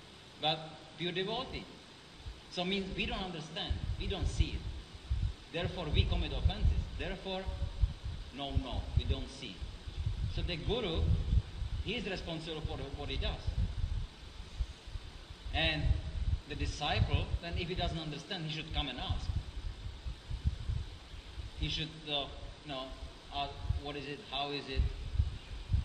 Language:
English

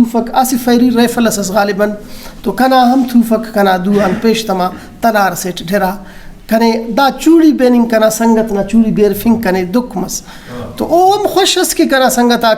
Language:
Brahui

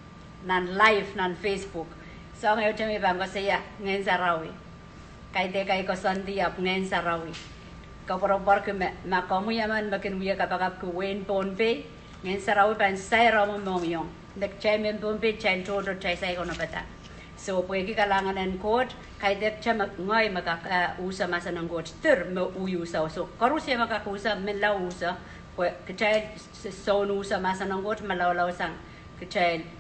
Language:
Pohnpeian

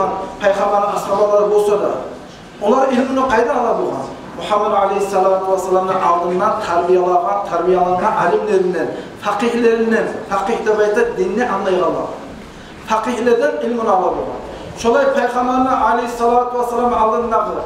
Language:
Kumyk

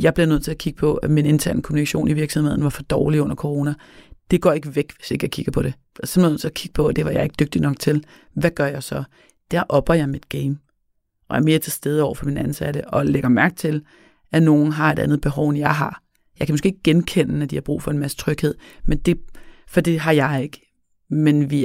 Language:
Danish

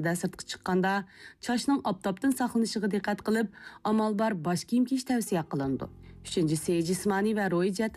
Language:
Uyghur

